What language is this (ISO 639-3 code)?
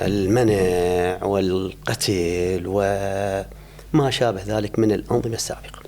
acm